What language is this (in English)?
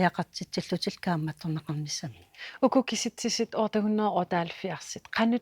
Kalaallisut